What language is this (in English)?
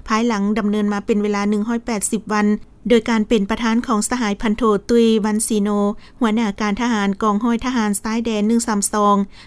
Lao